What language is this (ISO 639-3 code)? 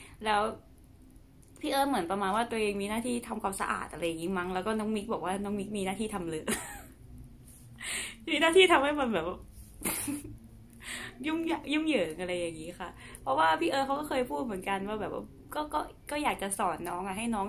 tha